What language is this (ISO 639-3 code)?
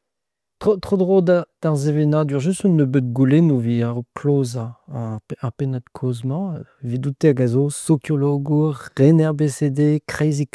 bre